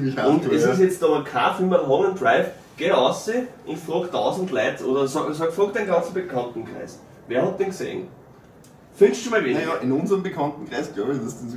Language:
Bavarian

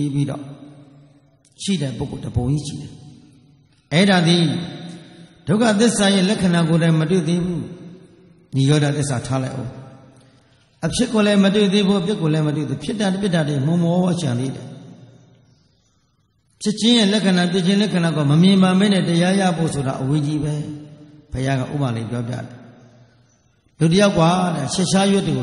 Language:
Burmese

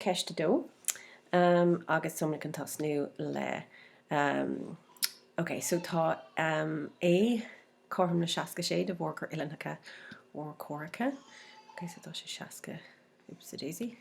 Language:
Irish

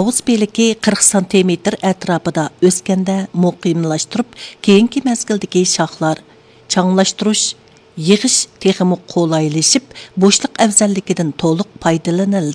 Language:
Uyghur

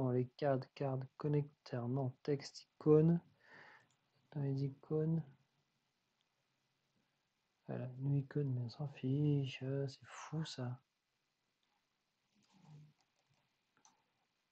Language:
French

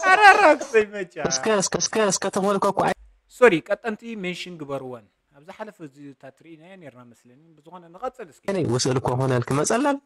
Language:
Tigrinya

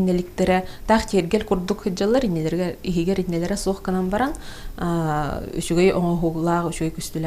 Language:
Yakut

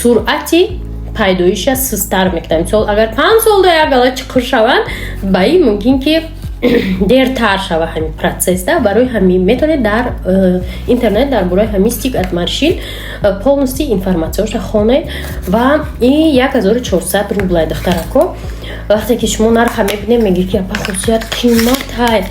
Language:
Tajik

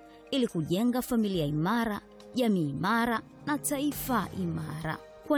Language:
Swahili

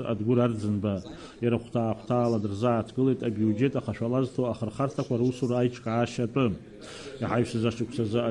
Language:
Abkhazian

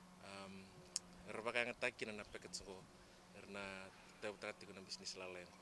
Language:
Fijian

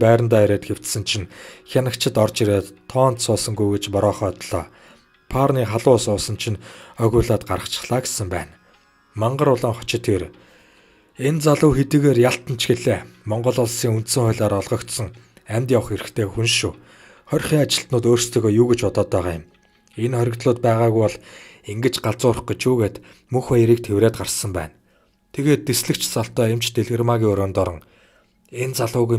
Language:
Mongolian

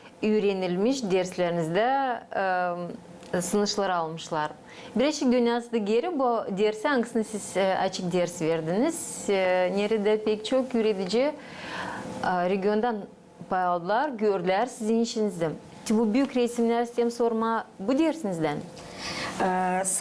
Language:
Gagauz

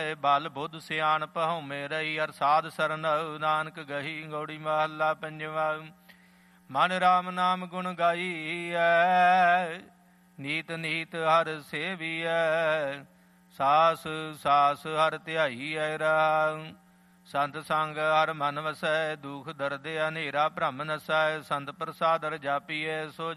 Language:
Punjabi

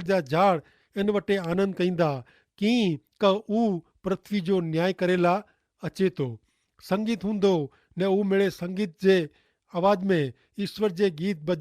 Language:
Kachhi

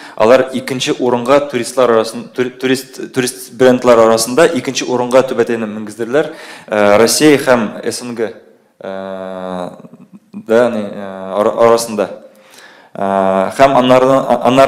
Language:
Tatar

